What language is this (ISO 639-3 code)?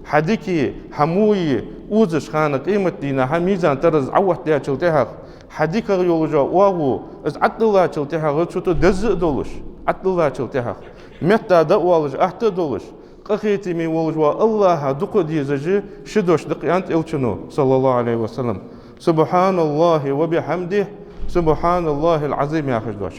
inh